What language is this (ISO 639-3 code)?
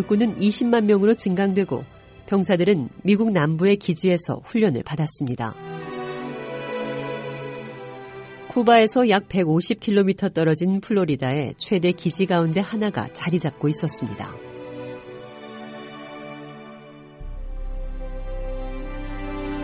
kor